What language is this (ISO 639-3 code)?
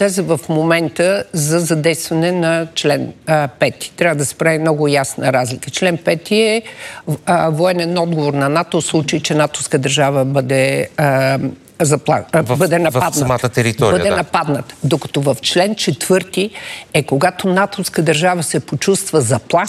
bul